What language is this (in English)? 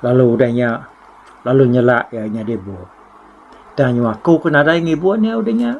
Iban